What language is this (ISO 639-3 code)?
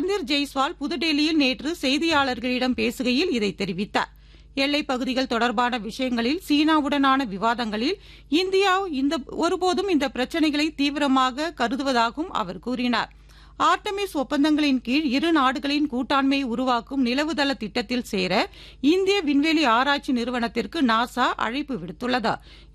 tam